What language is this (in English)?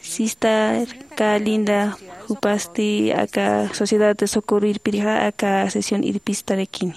Aymara